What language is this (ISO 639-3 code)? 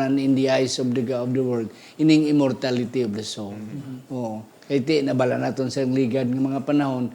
hil